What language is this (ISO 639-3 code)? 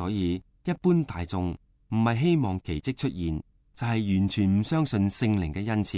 yue